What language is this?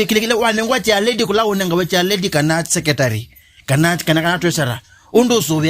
Kamba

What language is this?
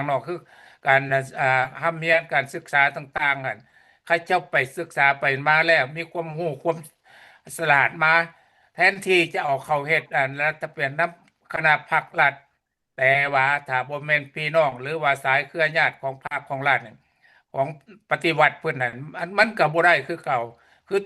Lao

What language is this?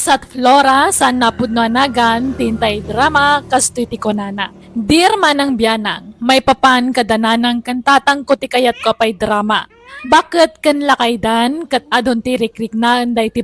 Iloko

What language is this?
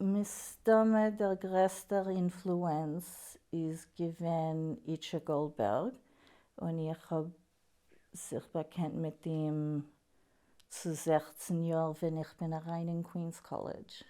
Yiddish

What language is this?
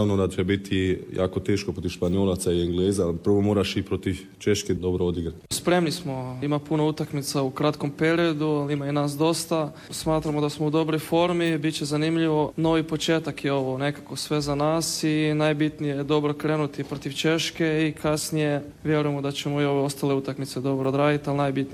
Croatian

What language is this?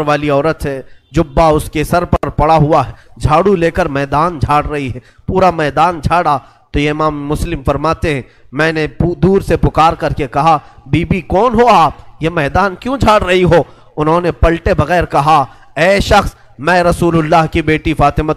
Urdu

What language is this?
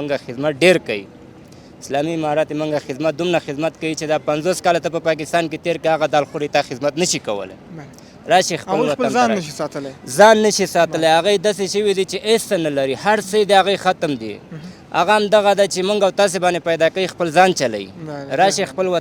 Pashto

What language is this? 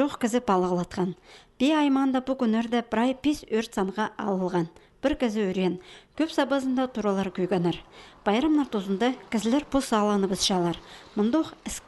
Khakas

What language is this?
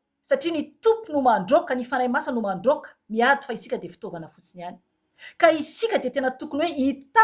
Malagasy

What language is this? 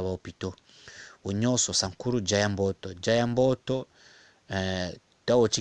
Tetela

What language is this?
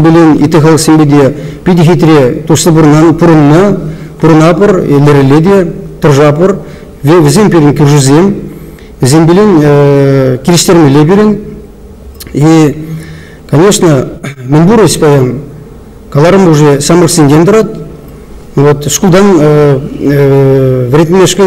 Chuvash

